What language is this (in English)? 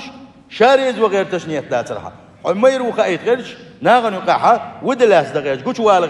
Chechen